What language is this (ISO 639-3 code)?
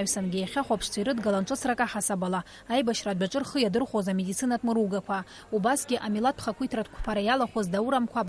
abk